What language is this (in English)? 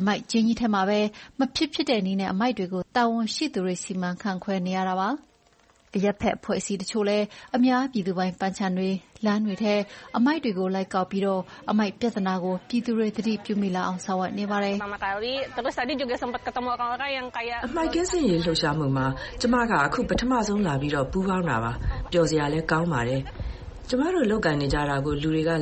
Burmese